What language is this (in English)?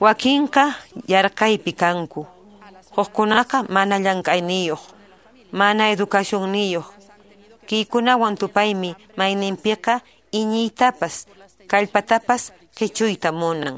Quechua